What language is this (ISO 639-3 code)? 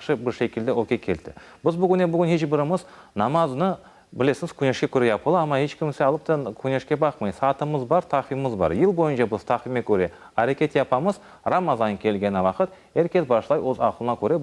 crh